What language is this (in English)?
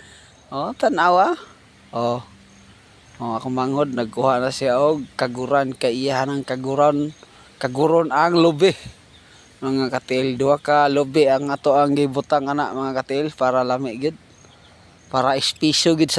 Cebuano